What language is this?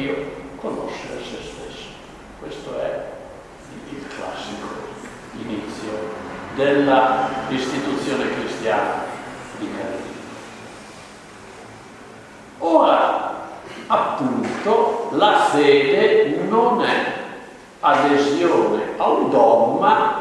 Italian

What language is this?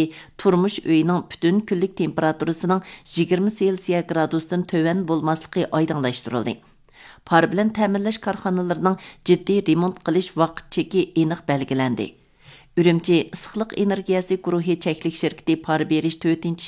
Uyghur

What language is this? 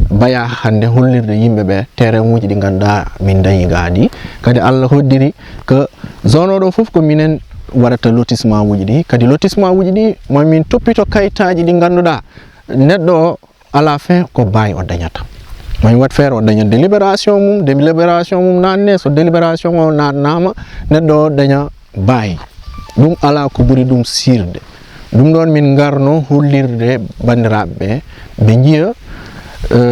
Fula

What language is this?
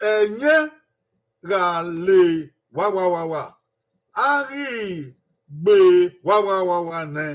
Bini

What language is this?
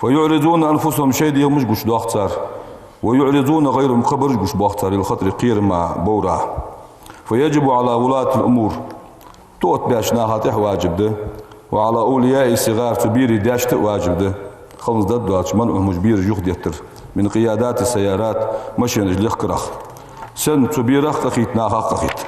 Ingush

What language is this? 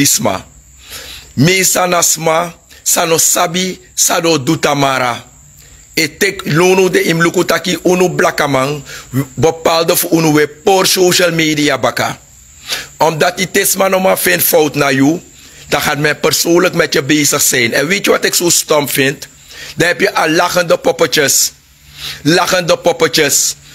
Sranan Tongo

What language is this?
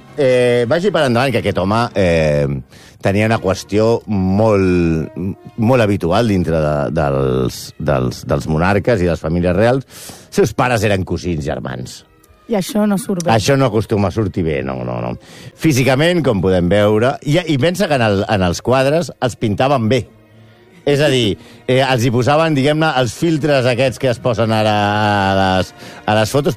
Catalan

